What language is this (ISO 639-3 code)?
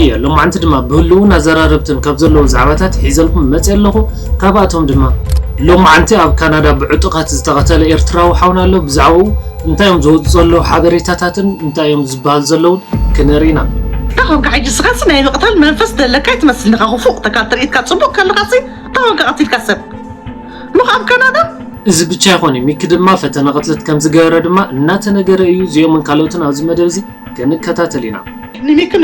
tir